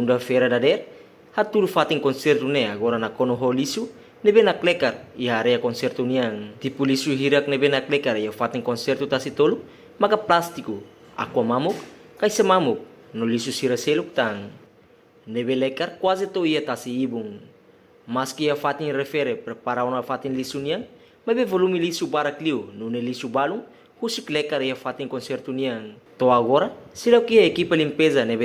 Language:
Tetum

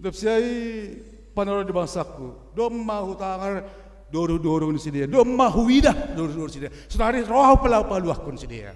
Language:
Batak Simalungun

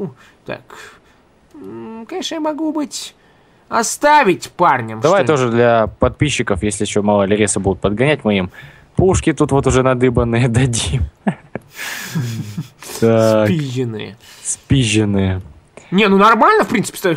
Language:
Russian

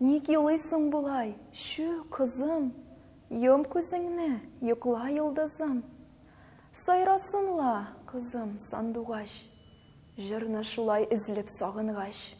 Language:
Tatar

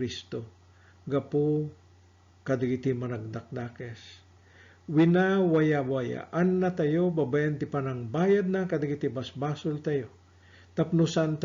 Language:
Iloko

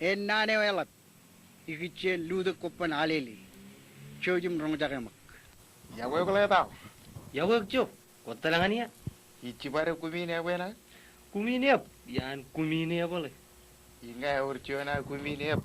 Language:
Marshallese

